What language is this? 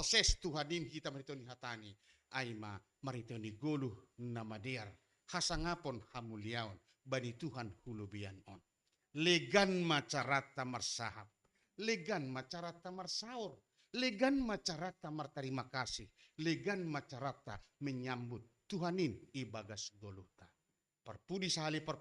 Batak Simalungun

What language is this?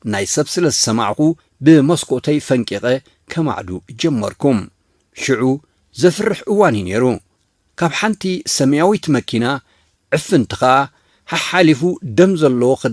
Tigrinya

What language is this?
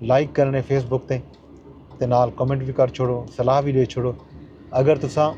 Saraiki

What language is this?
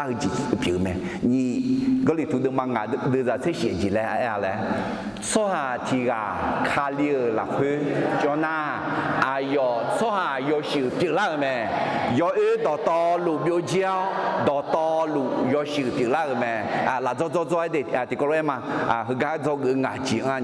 Akha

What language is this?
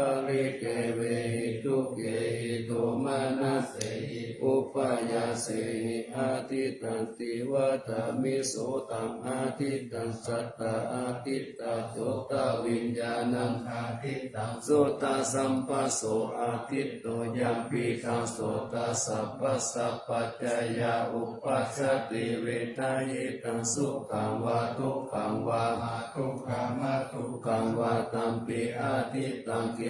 Pali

